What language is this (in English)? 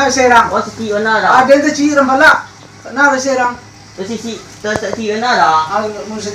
Minangkabau